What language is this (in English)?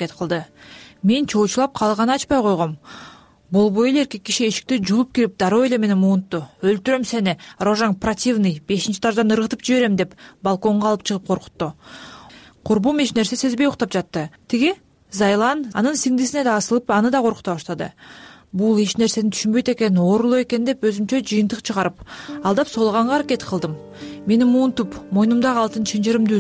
Kyrgyz